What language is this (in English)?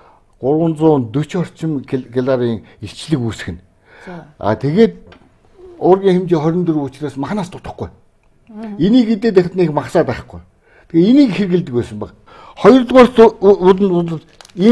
Mongolian